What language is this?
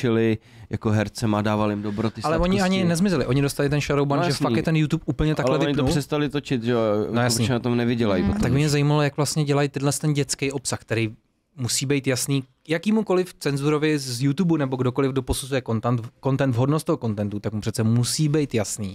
Czech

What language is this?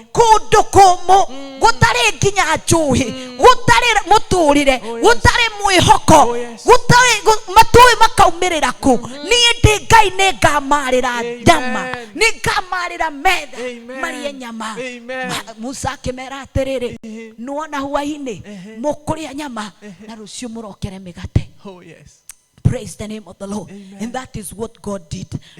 Kikuyu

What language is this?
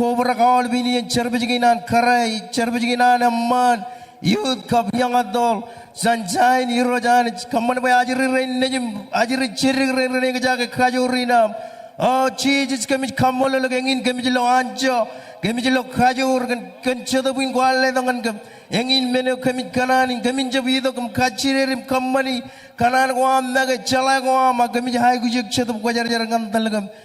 Marshallese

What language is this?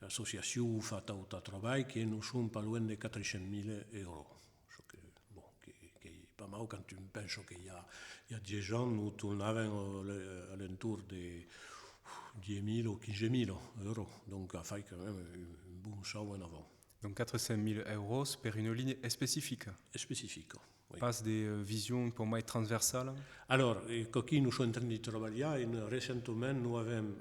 Occitan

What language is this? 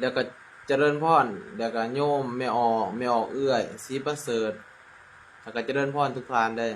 Northeastern Thai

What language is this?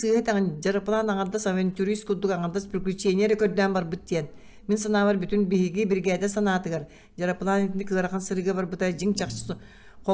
Yakut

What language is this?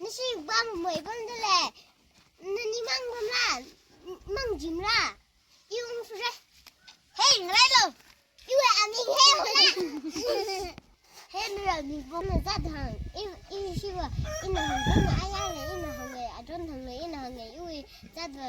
Tangkhul Naga (India)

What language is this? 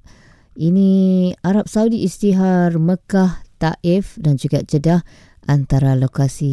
Malay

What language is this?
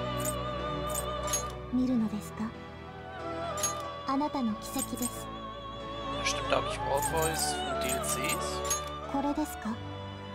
Japanese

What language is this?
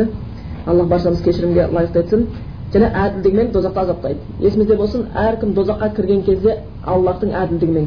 Kazakh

